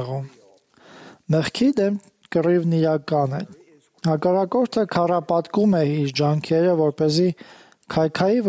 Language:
Armenian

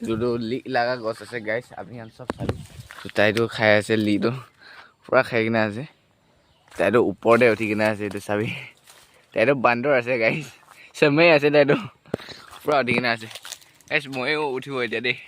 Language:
Naga Pidgin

